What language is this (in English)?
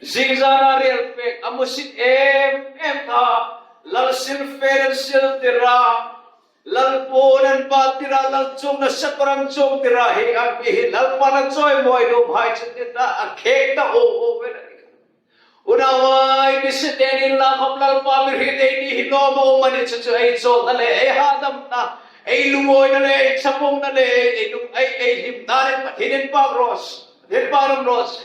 Hmar